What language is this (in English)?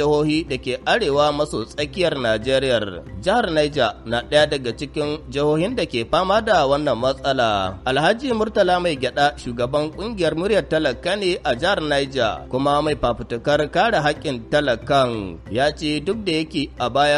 Hausa